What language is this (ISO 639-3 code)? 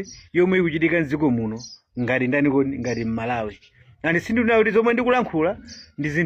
nya